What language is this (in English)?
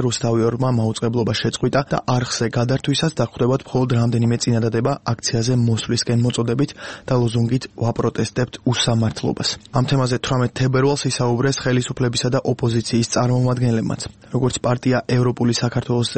Georgian